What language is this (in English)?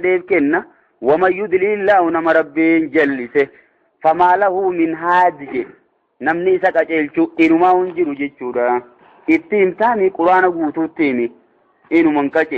Oromo